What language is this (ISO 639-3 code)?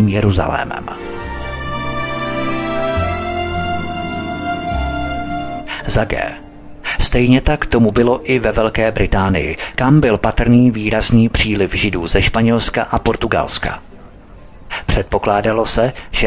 ces